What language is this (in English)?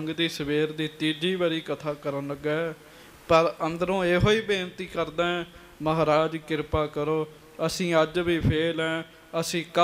Punjabi